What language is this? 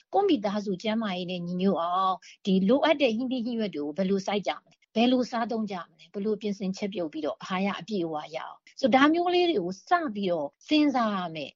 Burmese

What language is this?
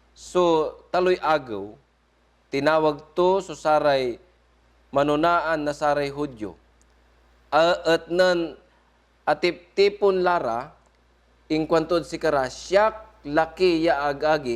Pangasinan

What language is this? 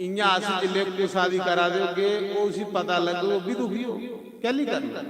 Dogri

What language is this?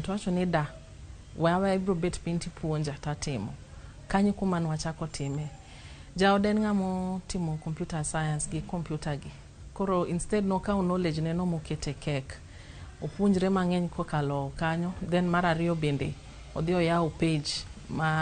Luo (Kenya and Tanzania)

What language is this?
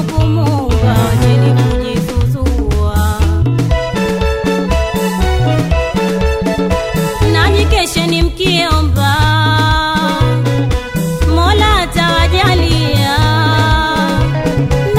Swahili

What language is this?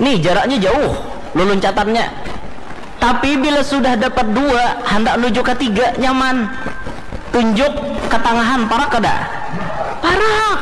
Banjar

